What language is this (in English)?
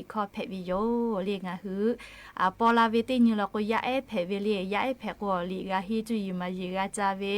Lahu